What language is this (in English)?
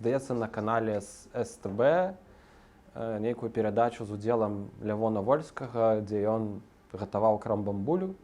Belarusian